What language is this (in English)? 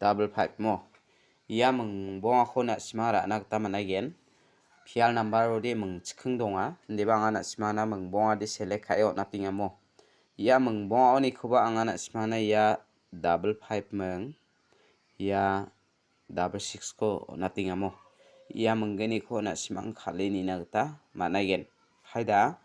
Garo